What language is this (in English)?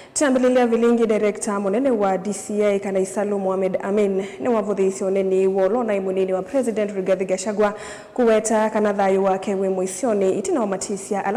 Kamba